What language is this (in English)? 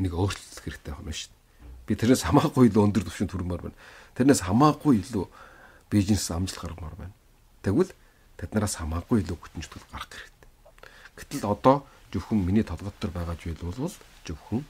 Mongolian